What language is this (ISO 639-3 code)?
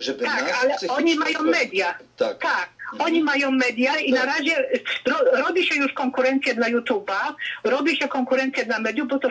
pol